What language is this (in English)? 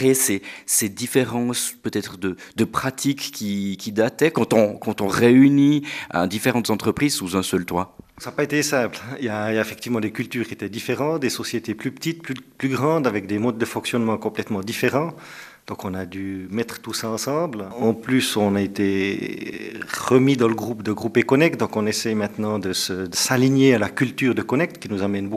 French